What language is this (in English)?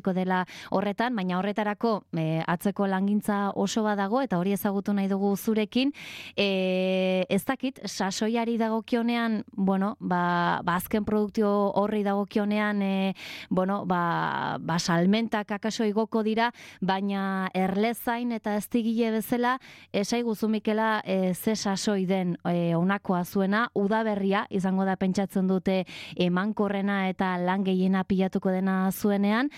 Basque